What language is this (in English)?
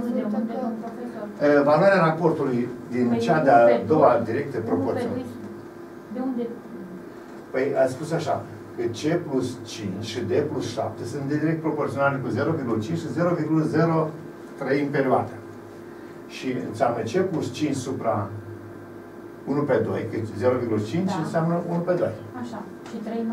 Romanian